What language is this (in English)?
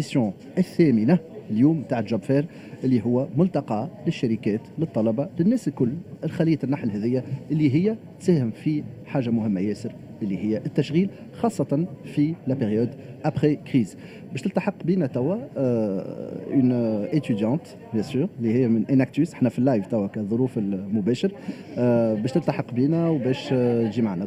Tunisian Arabic